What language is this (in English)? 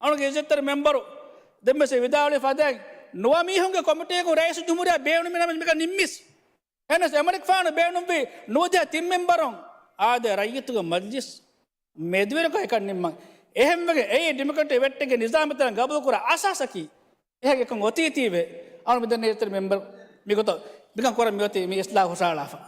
Divehi